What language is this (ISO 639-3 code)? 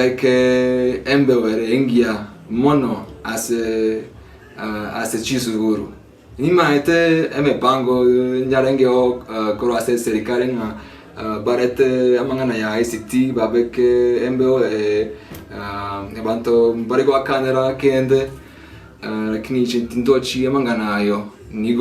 guz